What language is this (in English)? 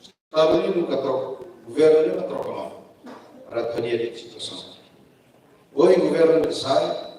Tetum